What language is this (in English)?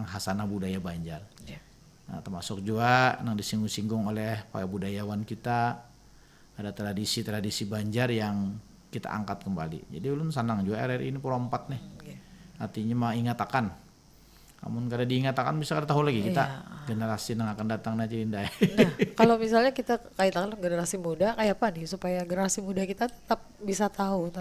Banjar